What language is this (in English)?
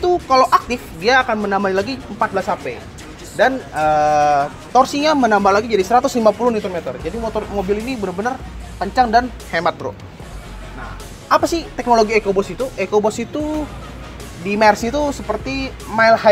Indonesian